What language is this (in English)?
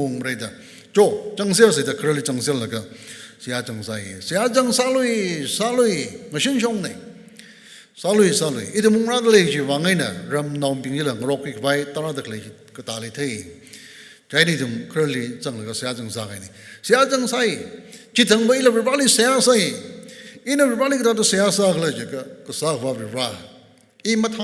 Tangkhul Naga (India)